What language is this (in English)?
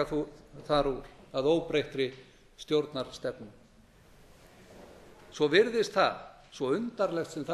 Icelandic